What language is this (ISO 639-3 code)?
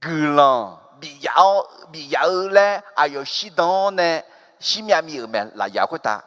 ahk